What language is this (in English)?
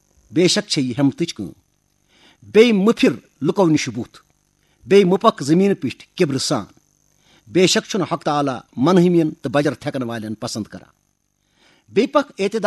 Kashmiri